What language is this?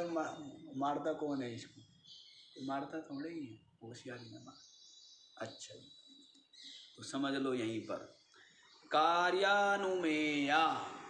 Hindi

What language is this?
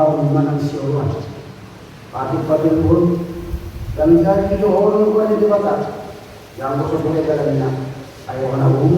Batak Toba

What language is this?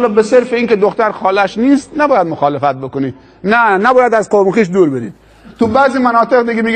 Persian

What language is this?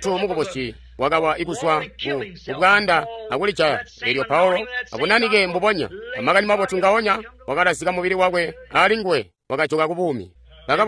Tonga (Zambia)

